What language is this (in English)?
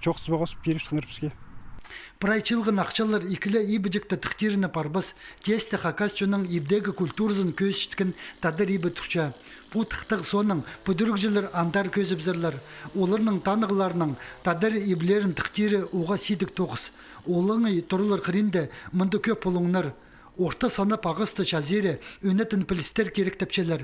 Khakas